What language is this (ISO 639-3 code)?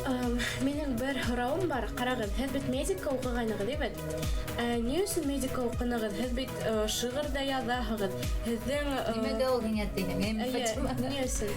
bak